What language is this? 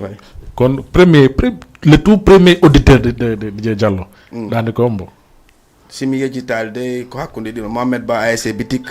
Fula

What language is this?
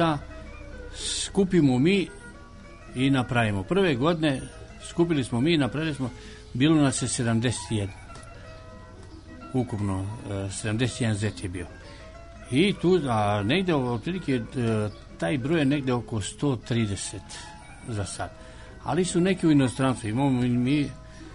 Serbian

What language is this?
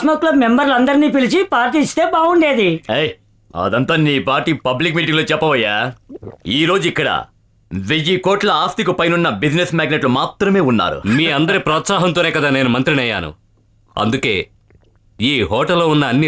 Telugu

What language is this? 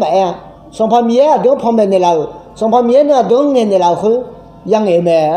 Akha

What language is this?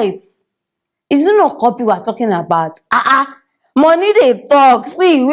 Nigerian Pidgin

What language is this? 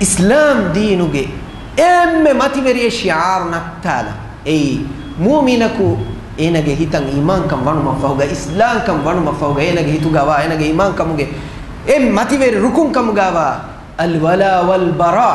Divehi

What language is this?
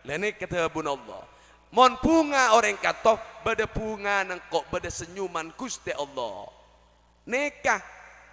Madurese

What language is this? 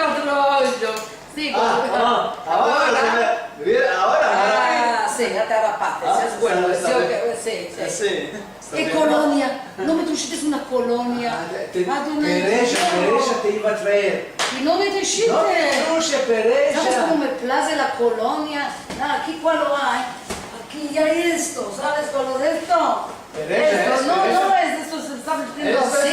Ladino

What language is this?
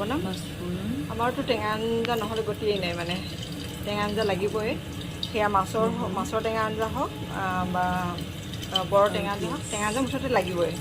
Assamese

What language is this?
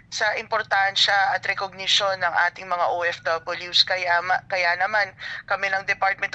Filipino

